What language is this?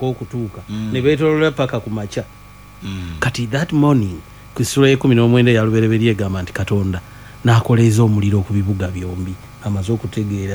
Ganda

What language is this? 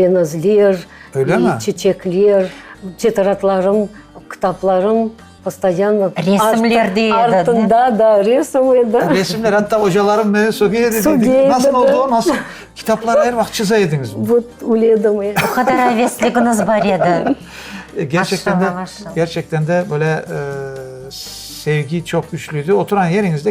Crimean Tatar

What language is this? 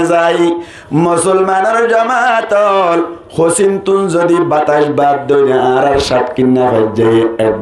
Rohingya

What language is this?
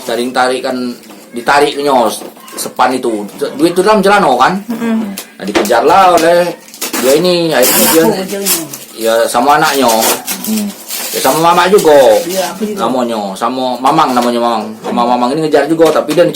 Musi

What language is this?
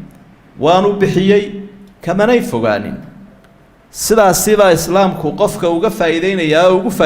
Somali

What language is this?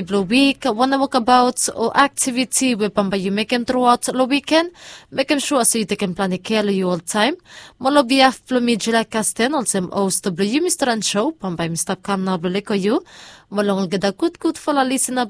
Bislama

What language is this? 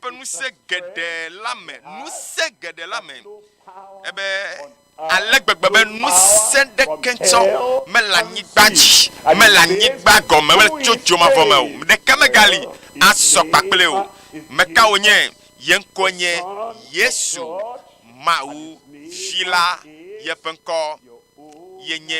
Ewe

